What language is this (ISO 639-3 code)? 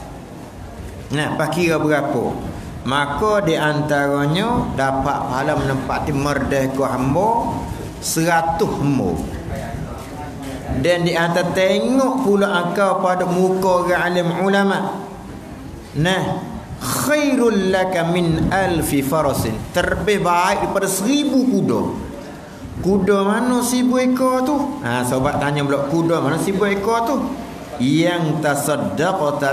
msa